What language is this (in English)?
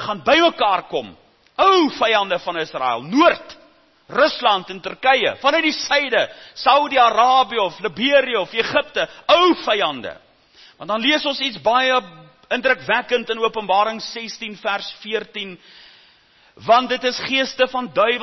Afrikaans